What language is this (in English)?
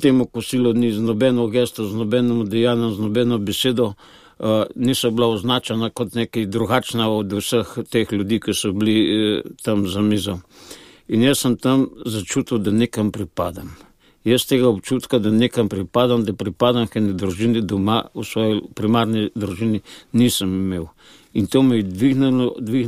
Slovenian